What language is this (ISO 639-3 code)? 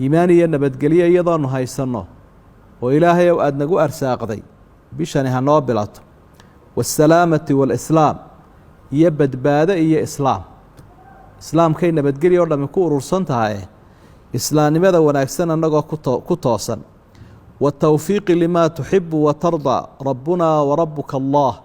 som